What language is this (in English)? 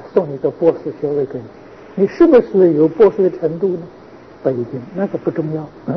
Chinese